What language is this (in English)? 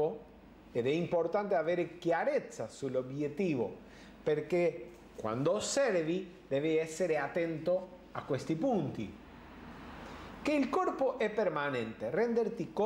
Italian